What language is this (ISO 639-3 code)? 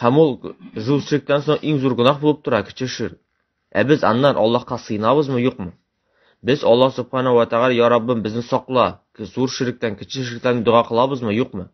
tat